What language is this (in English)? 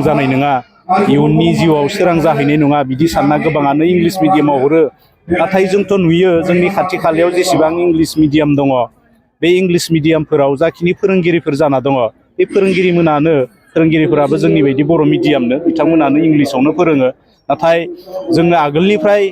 Bodo